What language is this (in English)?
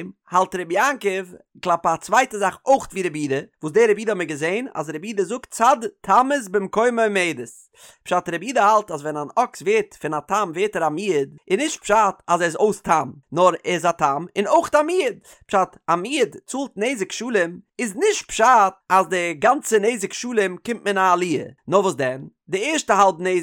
Yiddish